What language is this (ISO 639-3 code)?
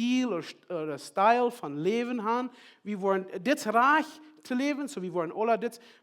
pdt